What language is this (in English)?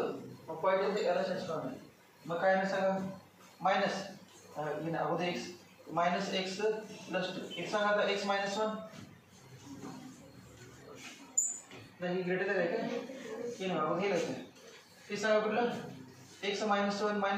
Marathi